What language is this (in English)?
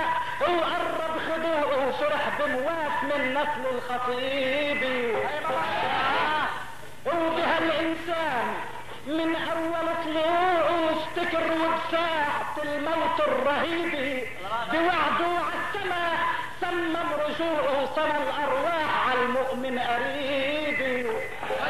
North Levantine Arabic